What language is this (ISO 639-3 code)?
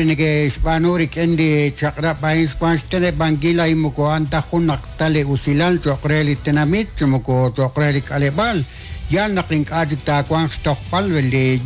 kek